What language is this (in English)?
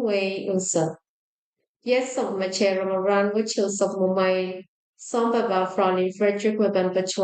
Pohnpeian